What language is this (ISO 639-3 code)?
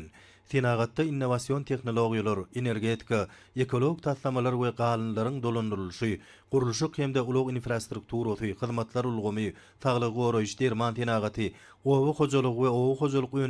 tuk